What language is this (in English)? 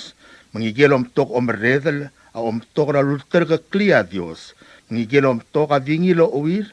Palauan